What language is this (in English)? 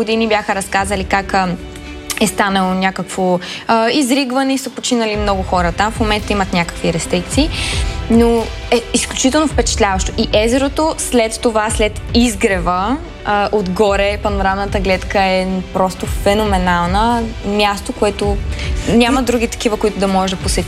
Bulgarian